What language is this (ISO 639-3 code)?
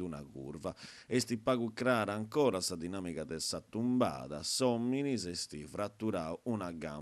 srd